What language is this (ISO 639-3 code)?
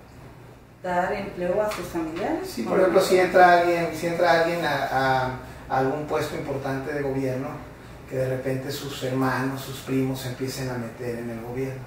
spa